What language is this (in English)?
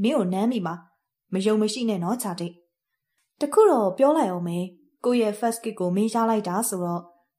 Burmese